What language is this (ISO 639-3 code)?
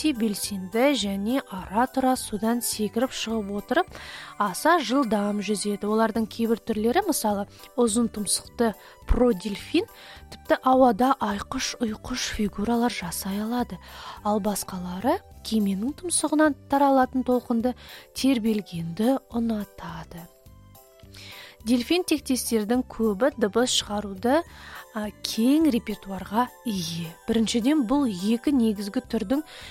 kaz